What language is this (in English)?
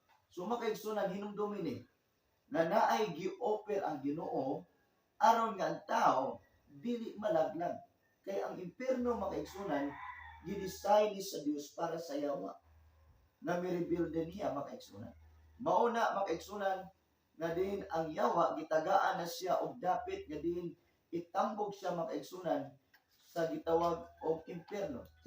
Cebuano